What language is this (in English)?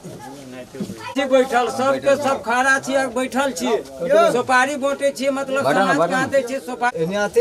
Maithili